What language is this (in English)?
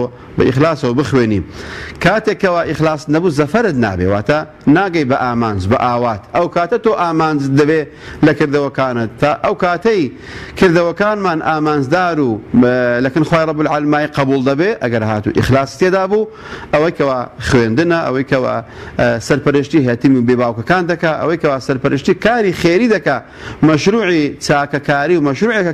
Central Kurdish